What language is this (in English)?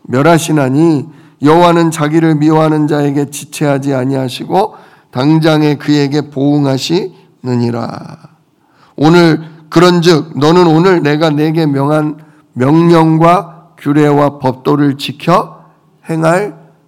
Korean